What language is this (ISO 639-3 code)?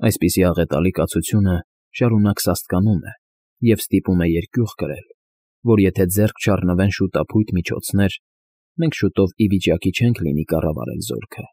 hye